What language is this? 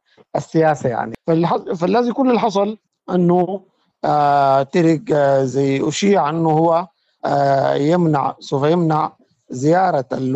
Sudanese Arabic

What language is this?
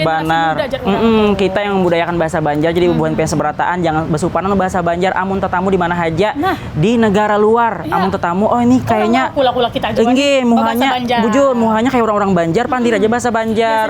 Banjar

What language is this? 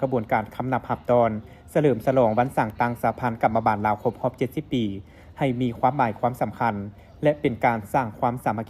Lao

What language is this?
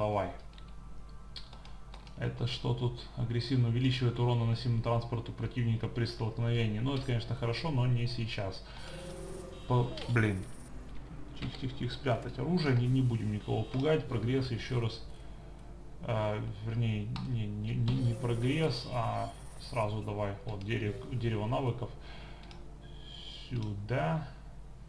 Russian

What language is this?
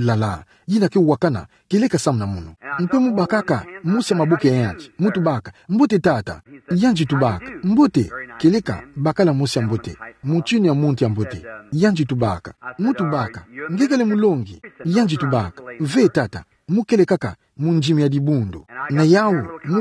Kituba (Democratic Republic of Congo)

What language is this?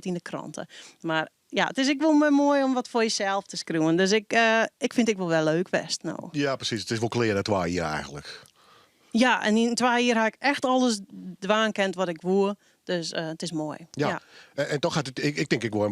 Western Frisian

